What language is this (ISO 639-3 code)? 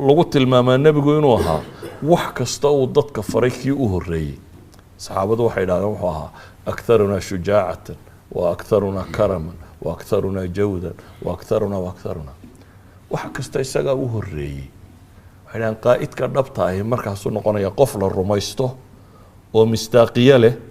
som